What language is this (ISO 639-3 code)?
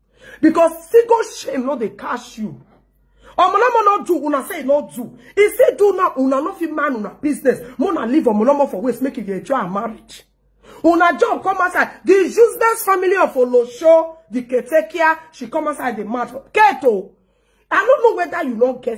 pcm